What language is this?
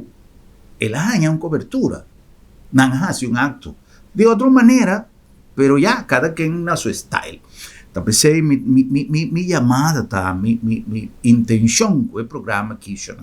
Papiamento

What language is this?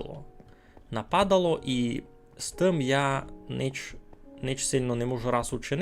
Rusyn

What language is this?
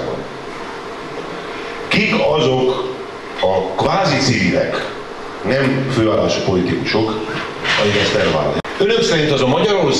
Hungarian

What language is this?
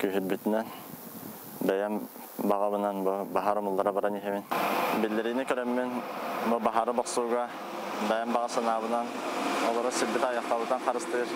Yakut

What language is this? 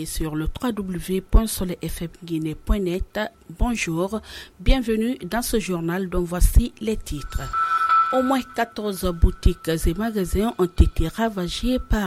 French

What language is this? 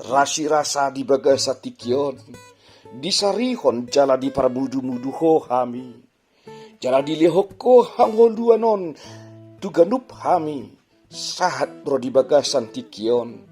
Batak Toba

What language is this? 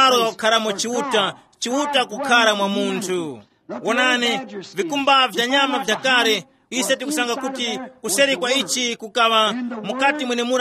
Tumbuka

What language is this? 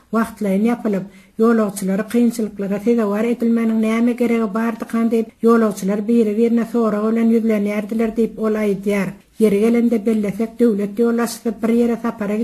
Turkmen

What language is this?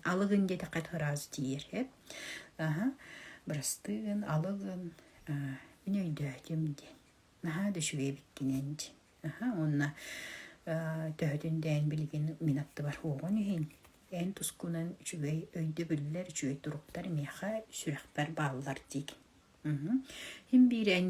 Yakut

